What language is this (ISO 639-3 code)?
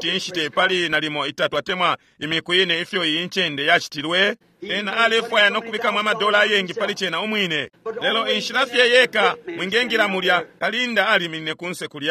bem